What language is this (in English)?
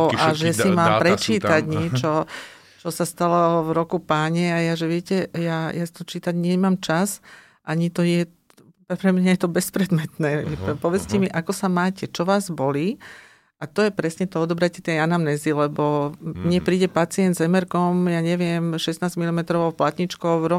Slovak